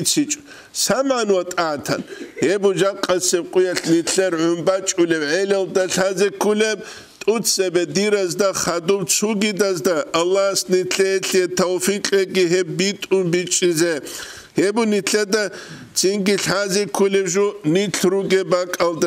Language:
Avaric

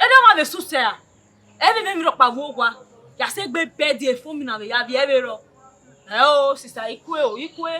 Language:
Bini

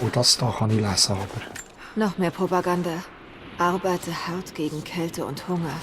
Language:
Swiss German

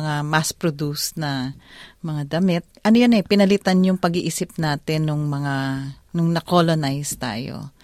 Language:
Filipino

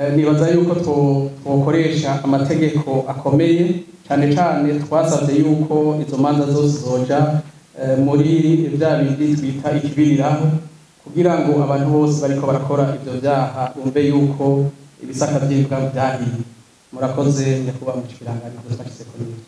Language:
Rundi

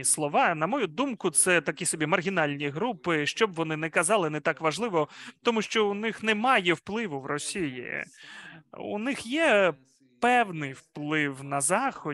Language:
Ukrainian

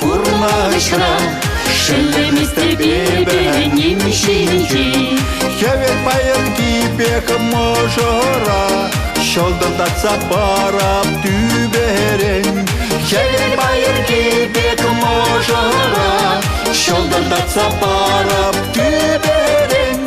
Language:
Chuvash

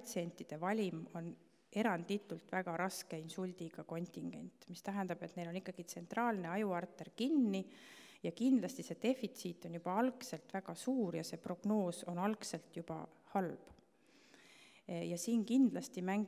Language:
Estonian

